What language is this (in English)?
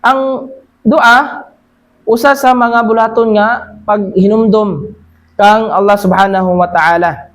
Cebuano